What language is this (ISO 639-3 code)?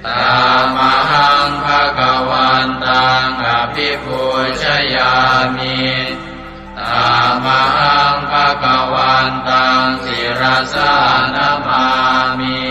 pli